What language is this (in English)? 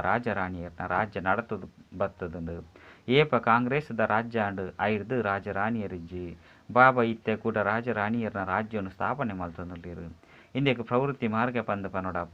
Tulu